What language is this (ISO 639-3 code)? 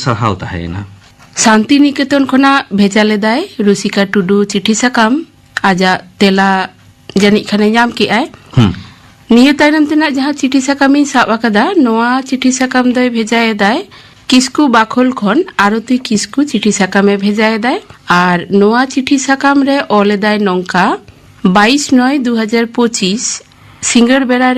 sat